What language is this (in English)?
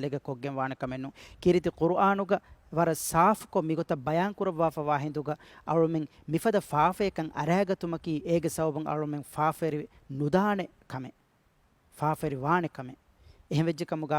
Divehi